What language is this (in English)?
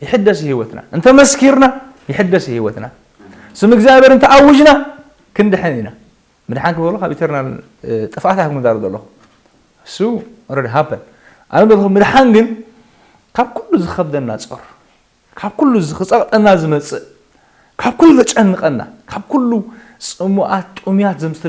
Tigrinya